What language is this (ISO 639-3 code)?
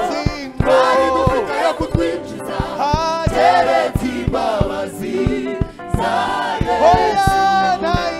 kin